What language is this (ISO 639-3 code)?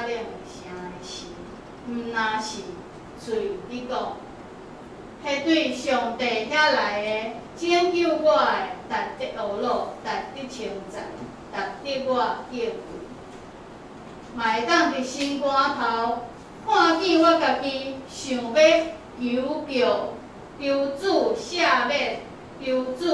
nan